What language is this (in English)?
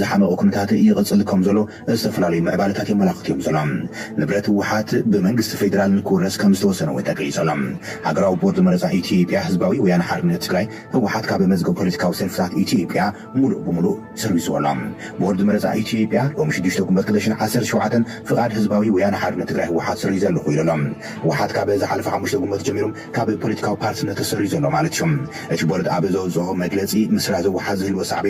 Tigrinya